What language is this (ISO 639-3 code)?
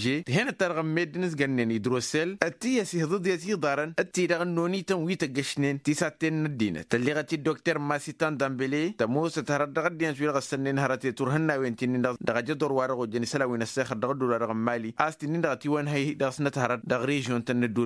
taq